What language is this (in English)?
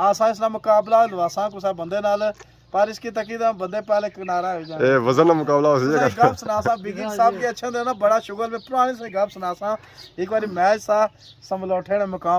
Pahari-Potwari